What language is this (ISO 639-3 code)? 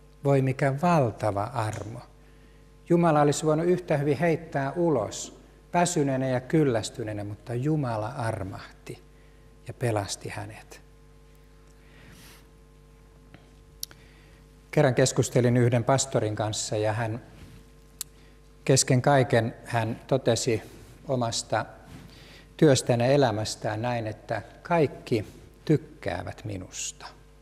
fin